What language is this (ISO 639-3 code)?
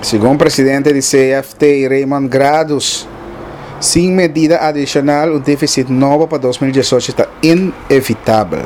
pap